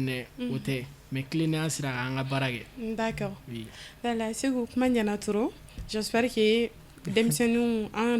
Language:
Bambara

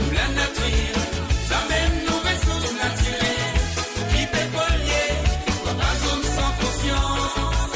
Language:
Morisyen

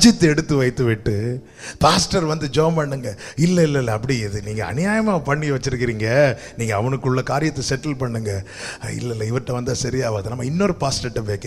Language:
Tamil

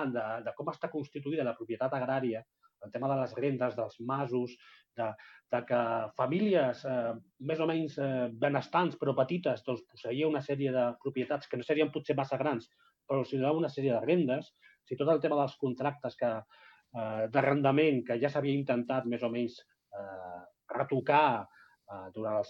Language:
Catalan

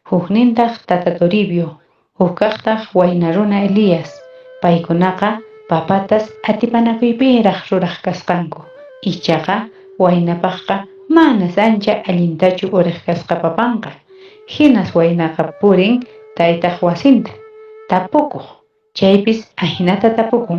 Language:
Quechua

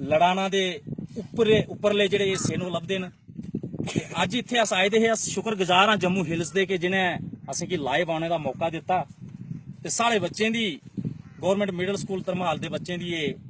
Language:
Dogri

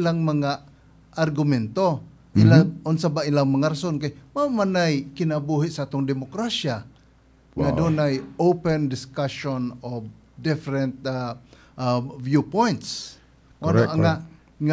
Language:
Cebuano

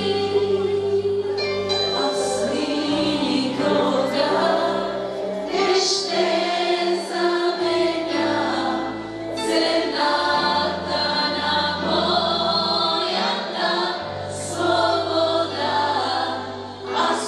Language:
Bulgarian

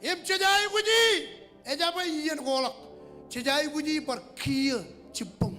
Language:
Marshallese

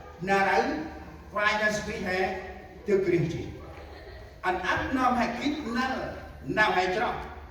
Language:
Central Mnong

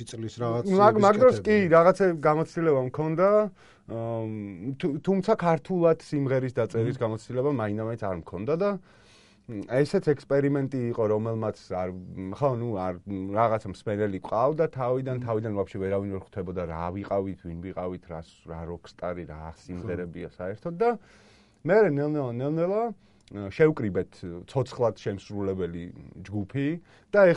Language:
Georgian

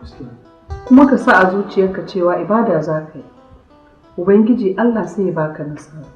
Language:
Hausa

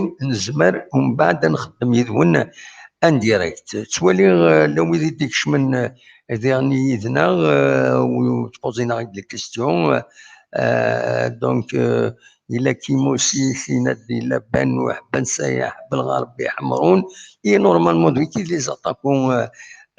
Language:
Kabyle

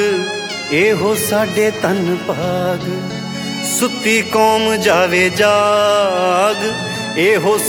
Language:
Punjabi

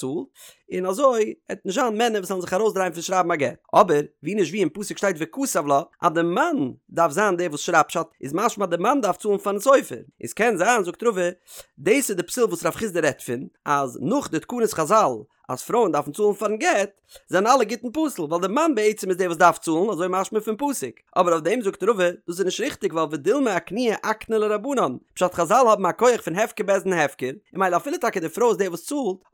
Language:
Yiddish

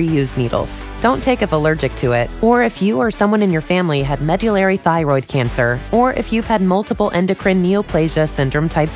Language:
English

